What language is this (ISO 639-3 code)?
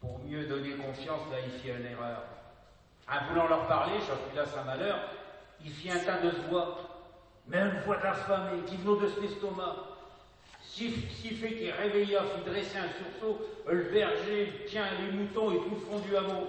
pcd